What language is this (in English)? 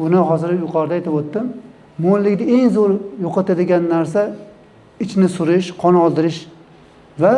Uzbek